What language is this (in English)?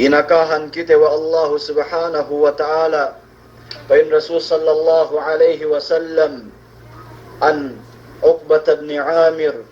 Yakan